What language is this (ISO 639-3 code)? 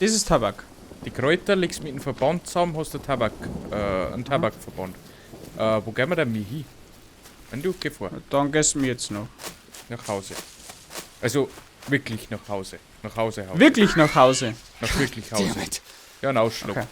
bar